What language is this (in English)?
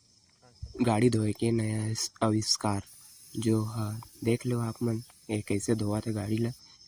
Chhattisgarhi